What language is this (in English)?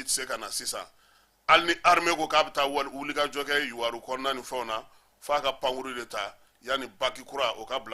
Bambara